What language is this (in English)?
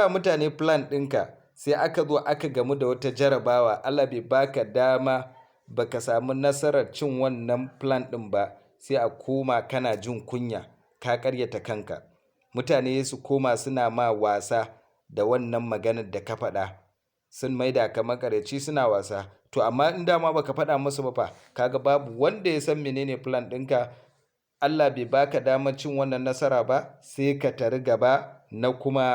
Hausa